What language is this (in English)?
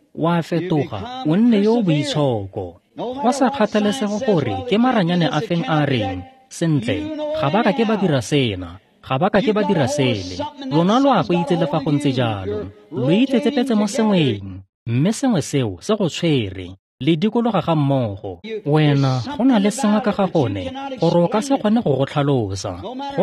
Tswana